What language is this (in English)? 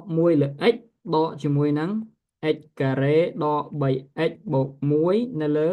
Khmer